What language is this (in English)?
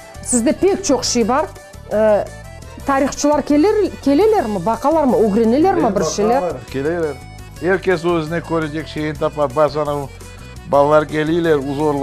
Crimean Tatar